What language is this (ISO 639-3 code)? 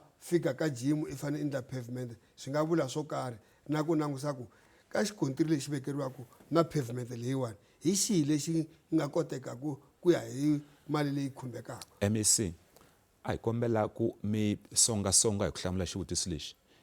tso